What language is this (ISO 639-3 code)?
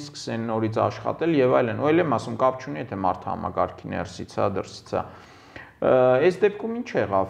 hye